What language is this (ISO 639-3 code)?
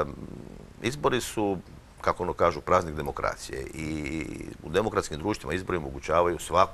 hrv